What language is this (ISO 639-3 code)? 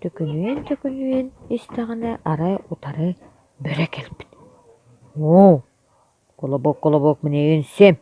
sah